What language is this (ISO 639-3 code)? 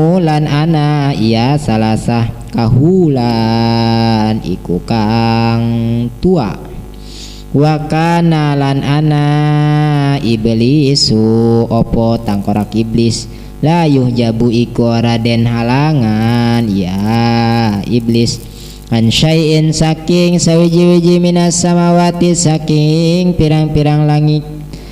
sun